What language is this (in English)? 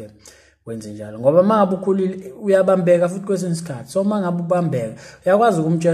Zulu